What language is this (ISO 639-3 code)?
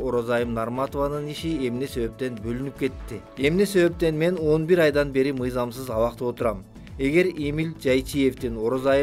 kir